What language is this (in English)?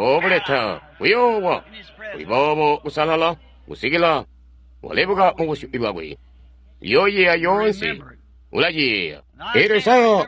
Tonga (Zambia)